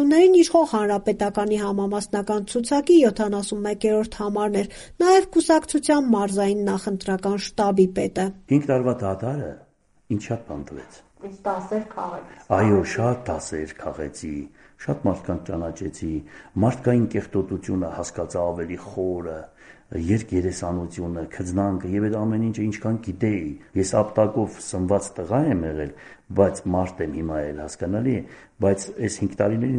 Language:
Armenian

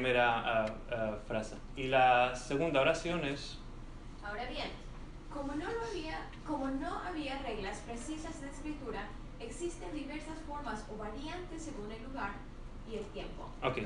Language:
Ladino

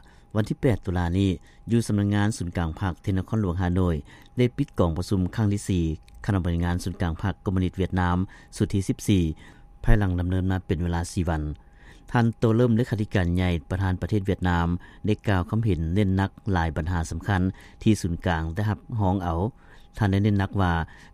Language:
Lao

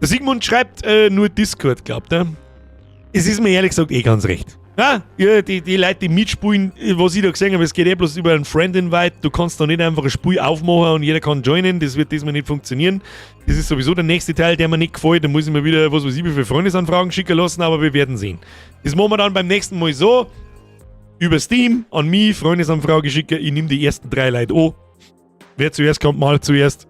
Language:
Bavarian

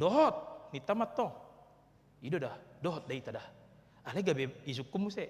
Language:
Batak Toba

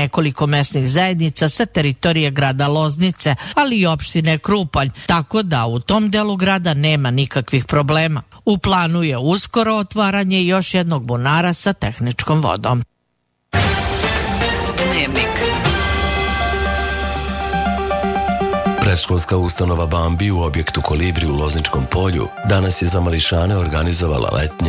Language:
Serbian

